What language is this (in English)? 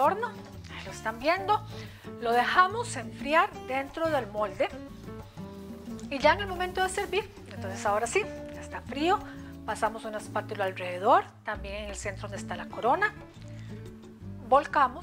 Spanish